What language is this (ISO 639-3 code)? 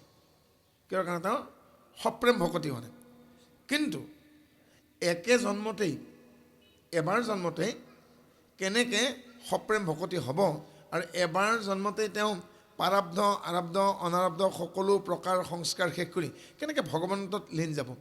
asm